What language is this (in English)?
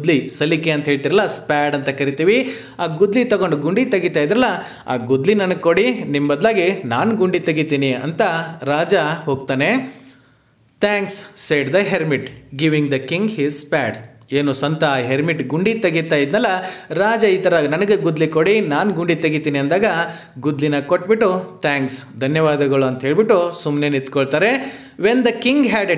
Kannada